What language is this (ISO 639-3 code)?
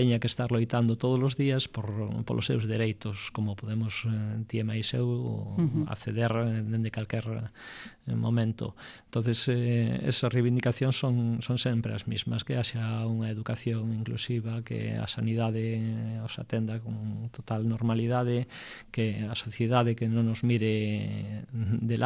glg